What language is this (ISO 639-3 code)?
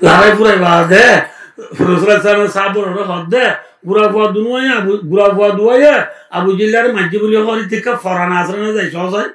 rhg